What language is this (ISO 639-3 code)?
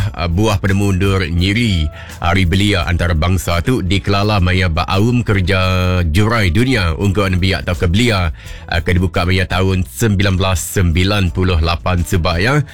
iba